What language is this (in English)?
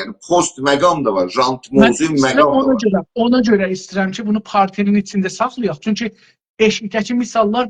South Azerbaijani